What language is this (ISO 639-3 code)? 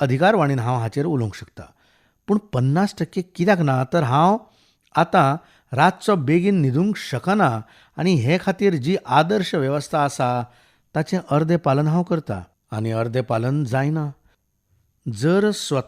kok